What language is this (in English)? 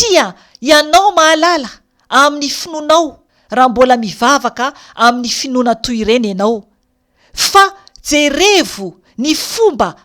Malagasy